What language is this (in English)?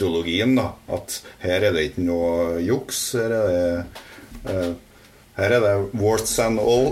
Norwegian